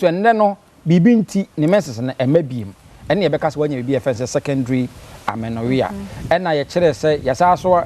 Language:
Akan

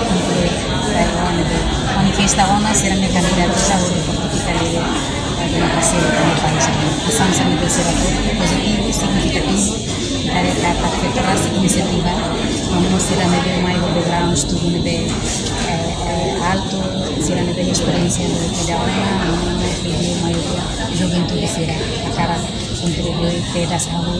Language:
Tetum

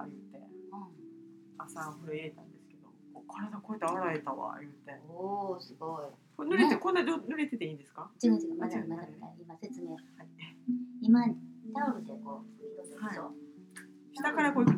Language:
Japanese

